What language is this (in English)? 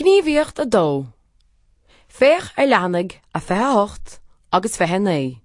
Irish